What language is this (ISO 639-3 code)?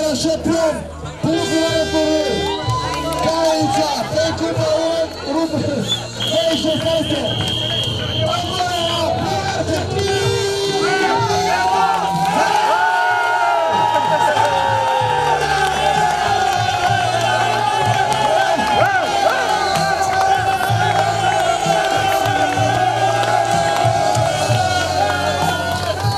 bul